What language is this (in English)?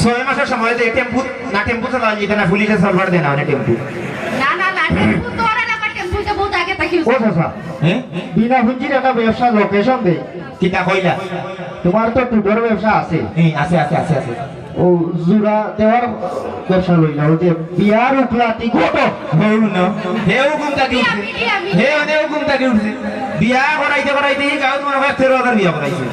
Sylheti